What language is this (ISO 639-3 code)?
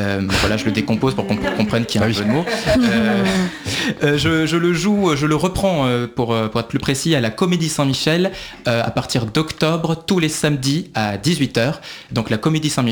fra